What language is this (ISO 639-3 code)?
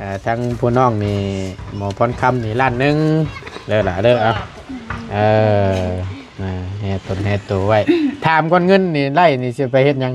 tts